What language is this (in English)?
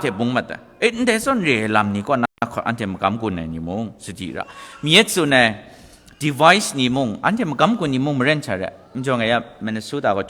Kachin